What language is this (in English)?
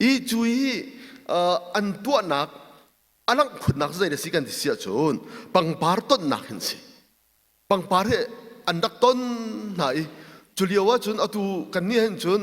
Hakha Chin